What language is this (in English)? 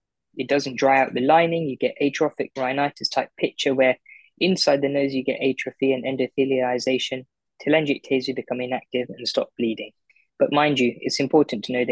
English